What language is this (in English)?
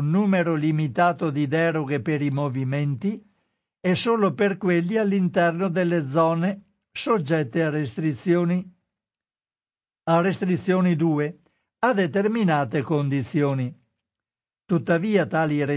Italian